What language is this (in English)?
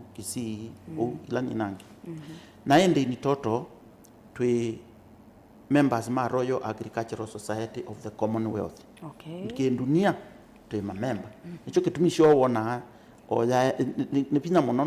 Kamba